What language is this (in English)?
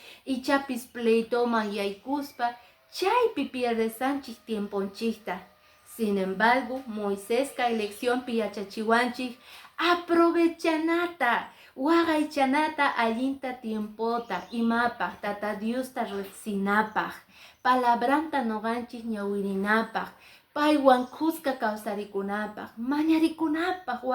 Quechua